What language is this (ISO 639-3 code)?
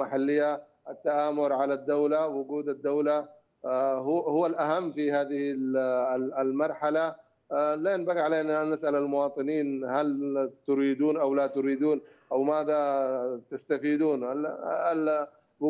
ara